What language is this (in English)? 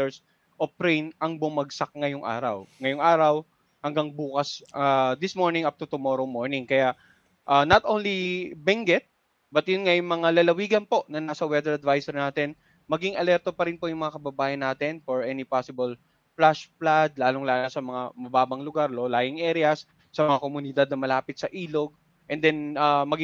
Filipino